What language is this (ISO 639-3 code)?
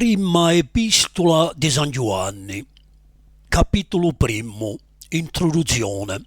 cos